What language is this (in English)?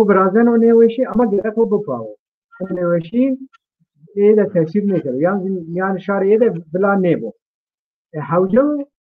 Zaza